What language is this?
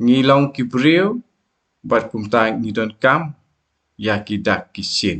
Khasi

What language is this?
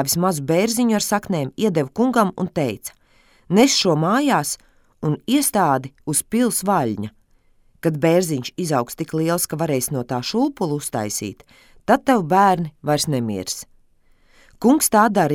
Latvian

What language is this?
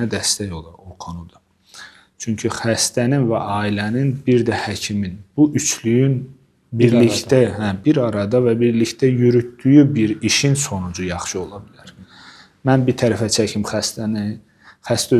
Azerbaijani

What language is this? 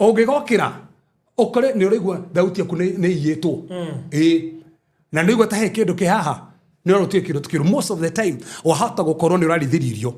Kikuyu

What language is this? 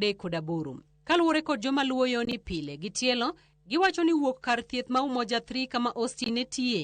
Luo (Kenya and Tanzania)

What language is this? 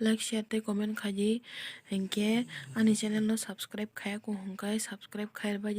Kok Borok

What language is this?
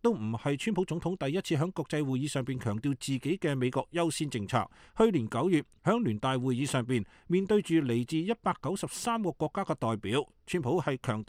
Cantonese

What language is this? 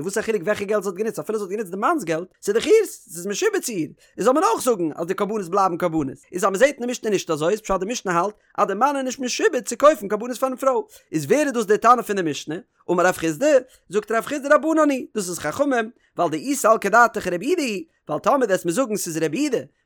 Yiddish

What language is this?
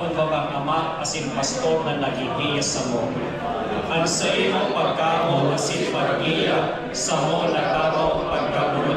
Bikol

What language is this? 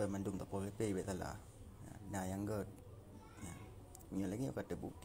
Achinese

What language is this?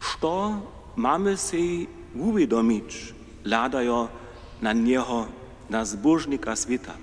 Upper Sorbian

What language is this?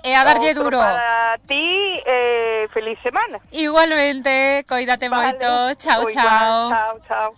Galician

